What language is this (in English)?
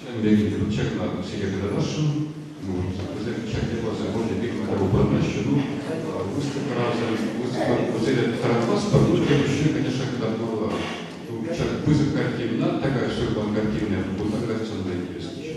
Chuvash